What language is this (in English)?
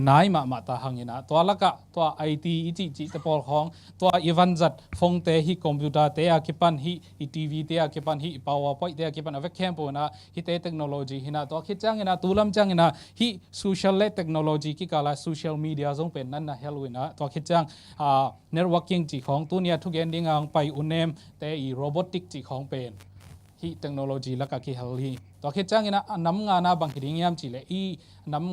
Tedim Chin